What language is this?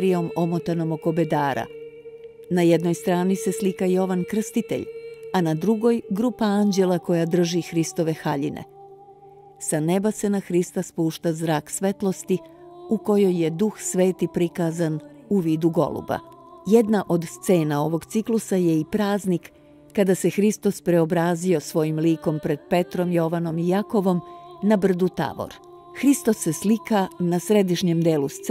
Serbian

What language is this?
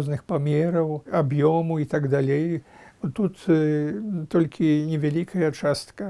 Belarusian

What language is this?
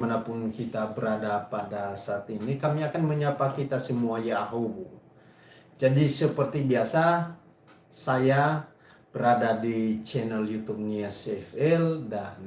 Nias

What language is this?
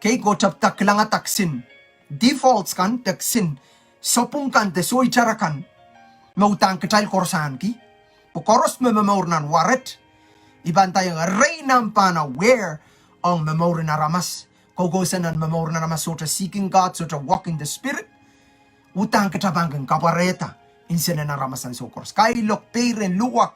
Pohnpeian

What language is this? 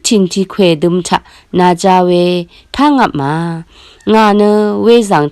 Rawang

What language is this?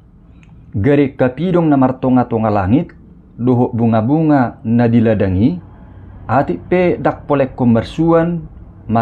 Batak Toba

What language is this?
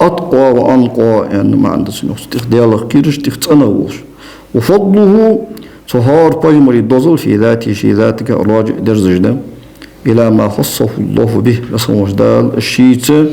Ingush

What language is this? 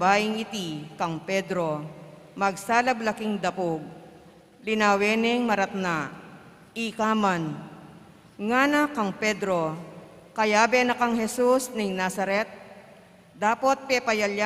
Pampanga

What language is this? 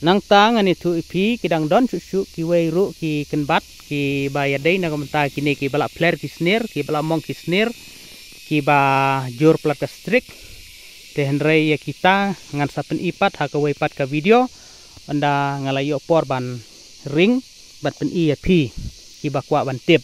Khasi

